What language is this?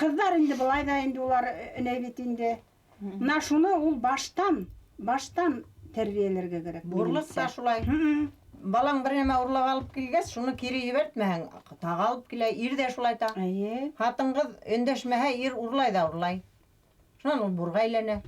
Bashkir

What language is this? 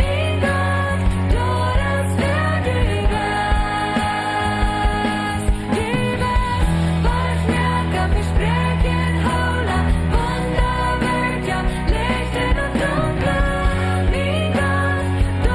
Plautdietsch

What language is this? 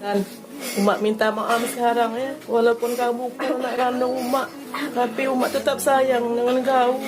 Musi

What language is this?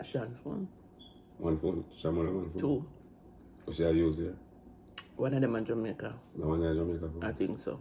Jamaican Creole English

